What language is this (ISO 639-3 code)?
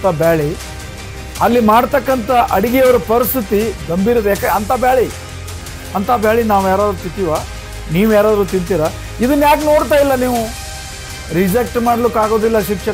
kan